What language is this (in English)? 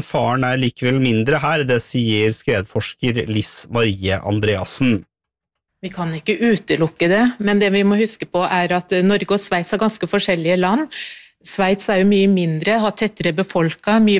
Norwegian